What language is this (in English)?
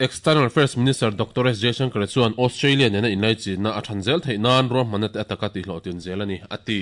Mizo